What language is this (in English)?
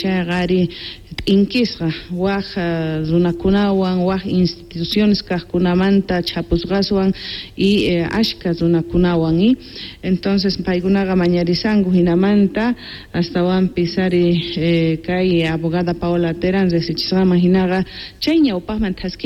South Bolivian Quechua